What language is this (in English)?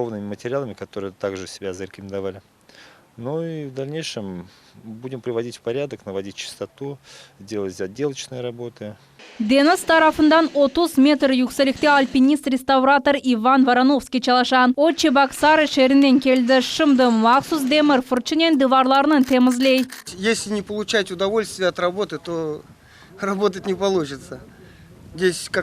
Crimean Tatar